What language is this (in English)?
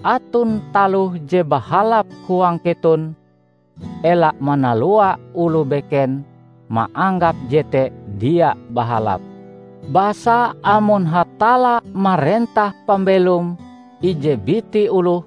Ngaju